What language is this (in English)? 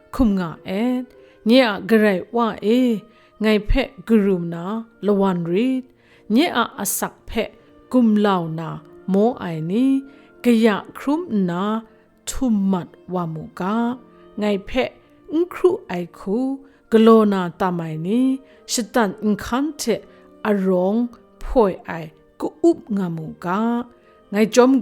Kachin